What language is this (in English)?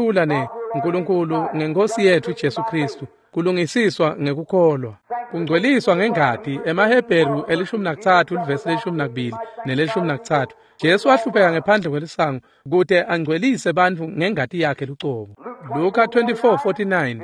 Swati